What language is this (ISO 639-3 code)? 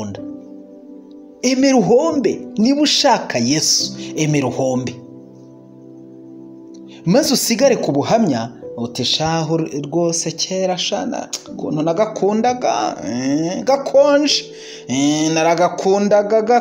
kin